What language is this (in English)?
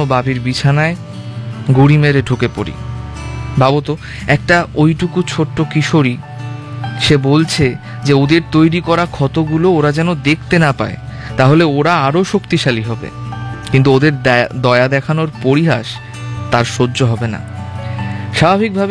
Bangla